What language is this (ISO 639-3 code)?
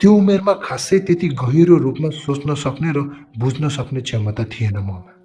nep